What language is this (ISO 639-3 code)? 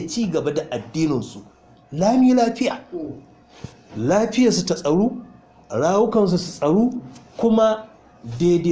hau